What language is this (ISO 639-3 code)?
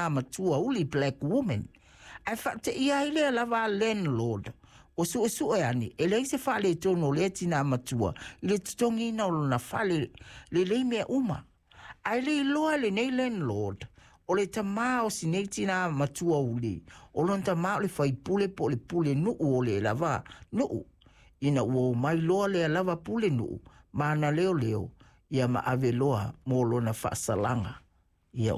smo